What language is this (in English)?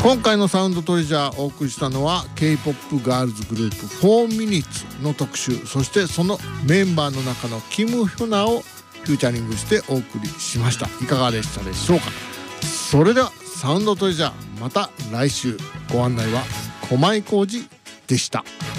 Japanese